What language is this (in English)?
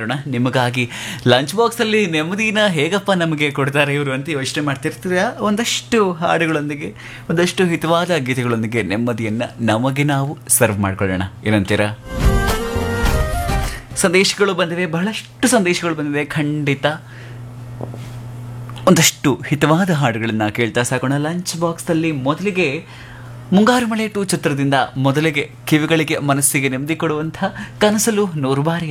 Kannada